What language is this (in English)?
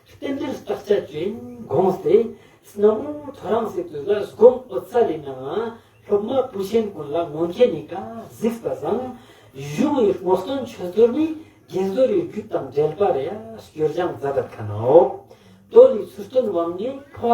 Ladakhi